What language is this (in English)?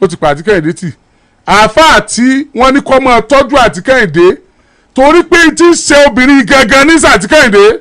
Yoruba